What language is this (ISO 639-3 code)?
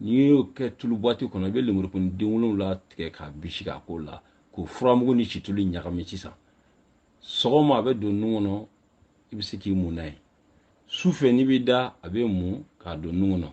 bam